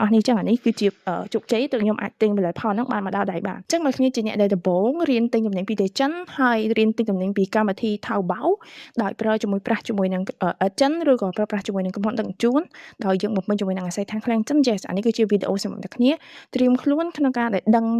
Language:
Khmer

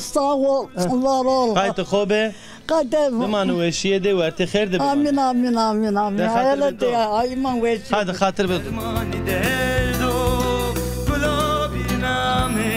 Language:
Zaza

